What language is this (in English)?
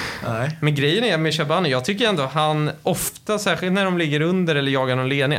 Swedish